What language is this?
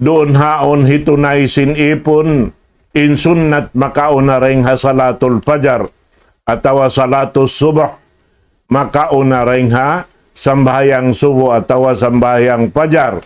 Tausug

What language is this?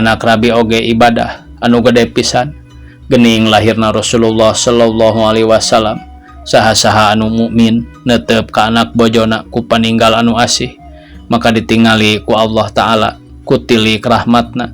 Sundanese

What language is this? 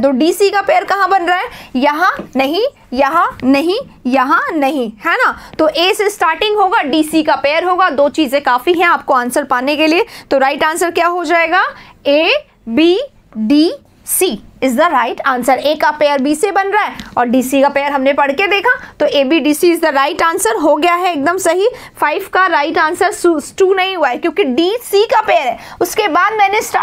Hindi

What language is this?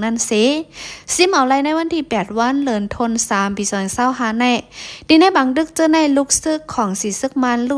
Shan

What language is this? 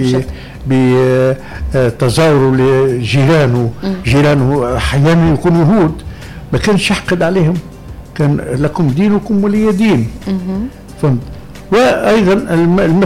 Tunisian Arabic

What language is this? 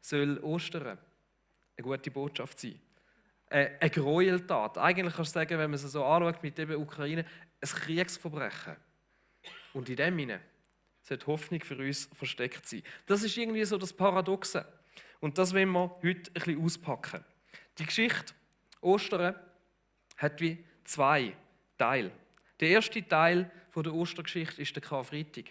Swiss German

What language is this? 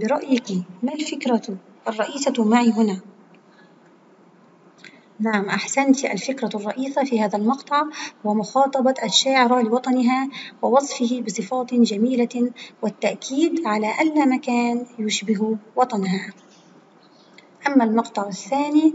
Arabic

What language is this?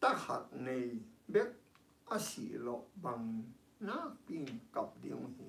Tedim Chin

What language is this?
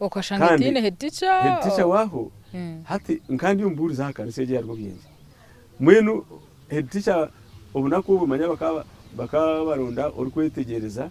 Nyankole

